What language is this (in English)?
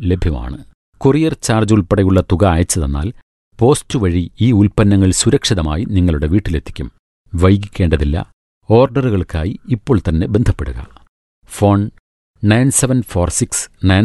Malayalam